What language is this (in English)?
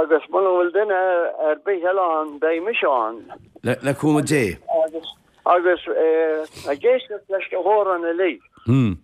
Irish